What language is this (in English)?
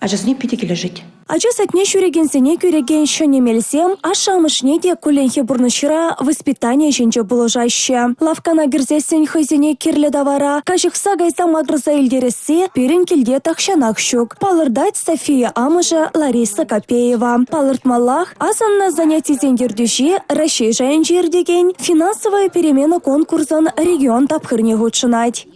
Chuvash